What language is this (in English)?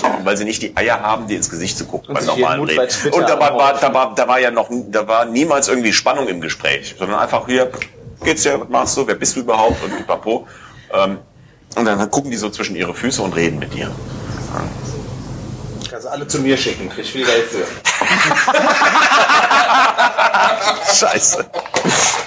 German